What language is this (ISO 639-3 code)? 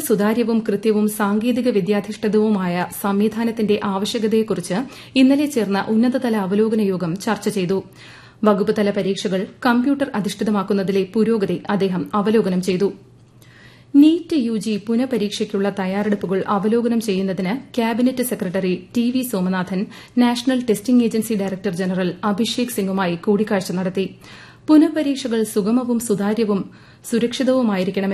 mal